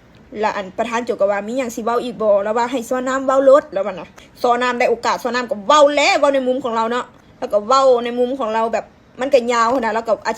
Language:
Lao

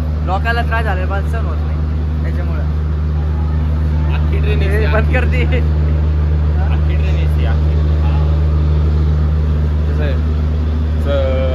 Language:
Marathi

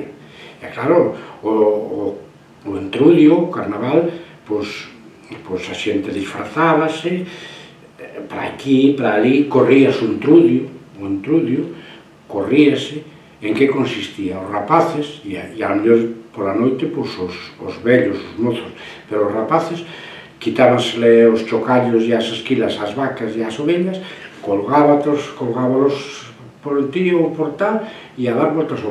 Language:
Galician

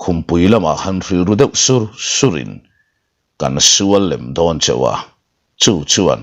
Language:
Mizo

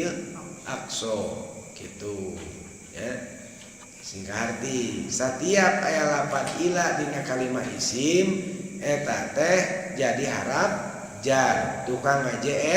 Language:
Sundanese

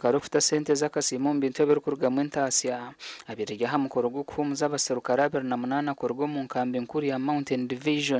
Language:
Nyankole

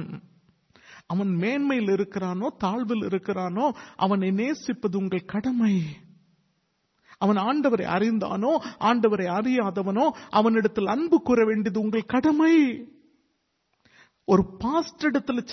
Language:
Tamil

